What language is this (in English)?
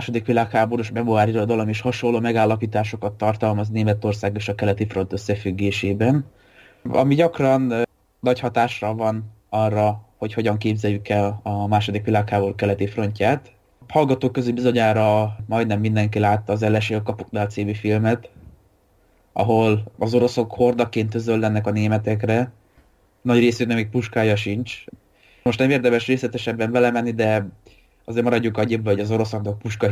Hungarian